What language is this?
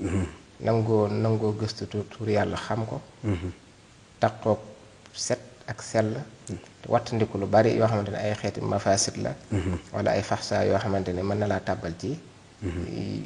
Wolof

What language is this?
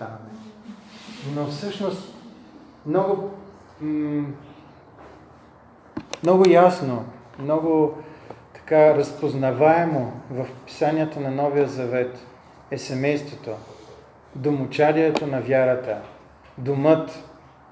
Bulgarian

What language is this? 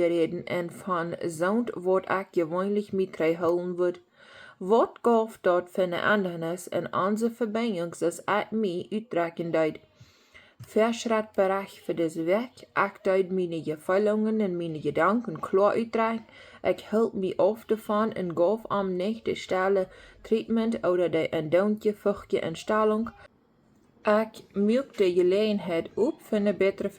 Plautdietsch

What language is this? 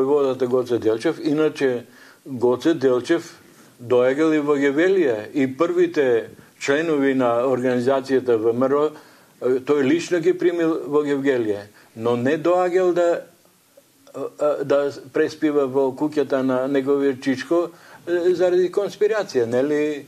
Macedonian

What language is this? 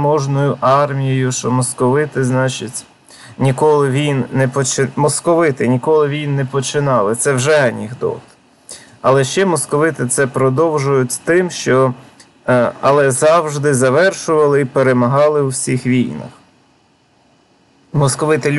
Ukrainian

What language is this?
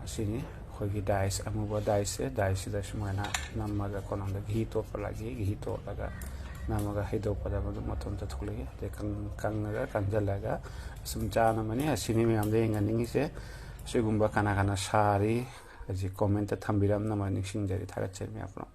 Manipuri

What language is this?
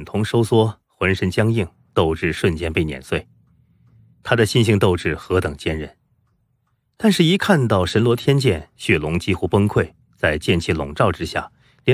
Chinese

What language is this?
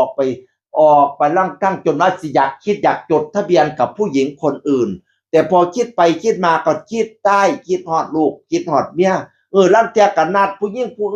Northeastern Thai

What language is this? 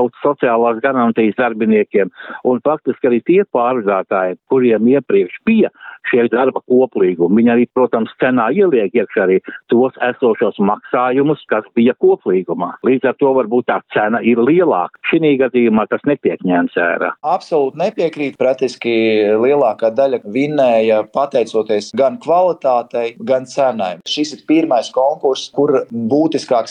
Latvian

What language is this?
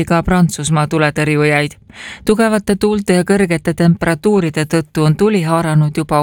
Estonian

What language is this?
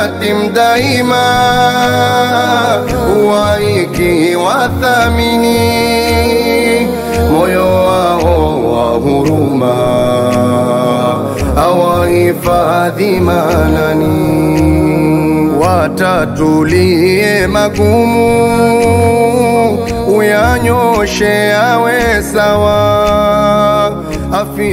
Swahili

